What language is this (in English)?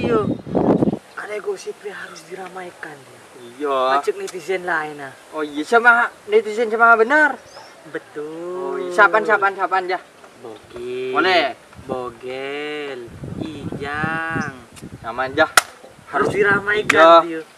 Madurese